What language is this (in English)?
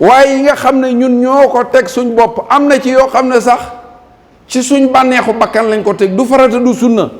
Wolof